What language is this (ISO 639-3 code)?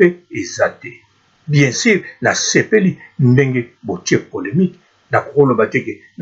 lin